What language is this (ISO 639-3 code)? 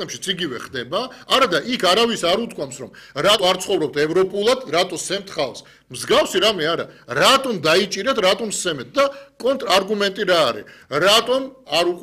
kat